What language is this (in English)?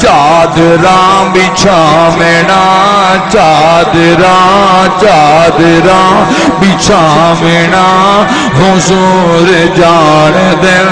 Saraiki